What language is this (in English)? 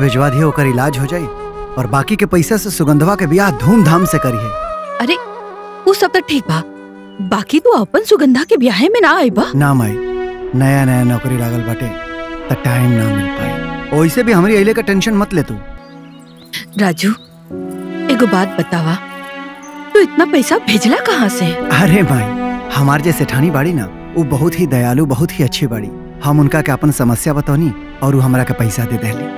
Bhojpuri